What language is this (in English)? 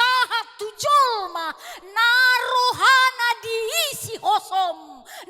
Batak Toba